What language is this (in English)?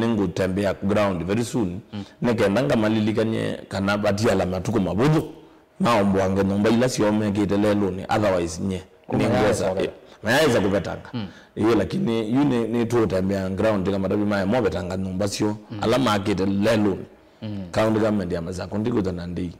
Kamba